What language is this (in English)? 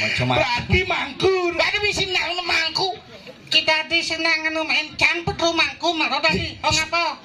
Balinese